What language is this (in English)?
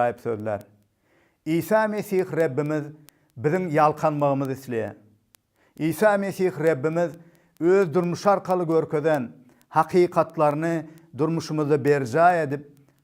Turkmen